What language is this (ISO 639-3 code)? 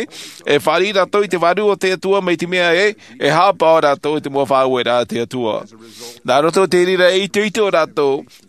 tah